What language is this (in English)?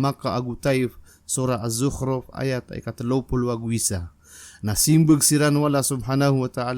Maranao